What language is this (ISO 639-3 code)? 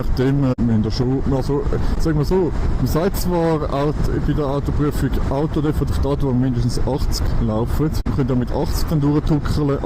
gsw